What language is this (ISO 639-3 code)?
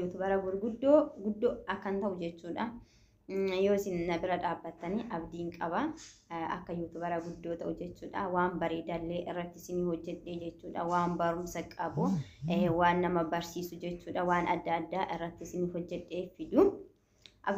orm